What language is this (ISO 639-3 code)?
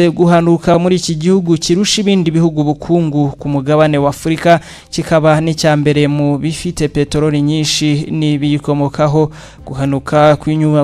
kin